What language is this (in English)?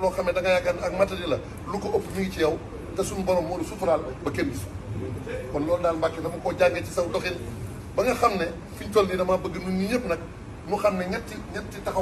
Wolof